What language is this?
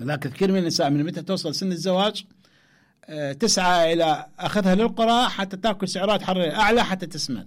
Mesopotamian Arabic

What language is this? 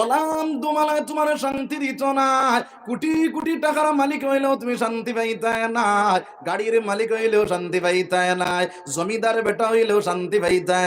Sylheti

